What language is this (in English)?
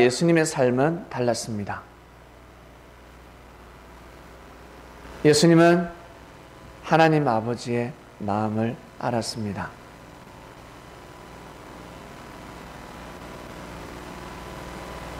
Korean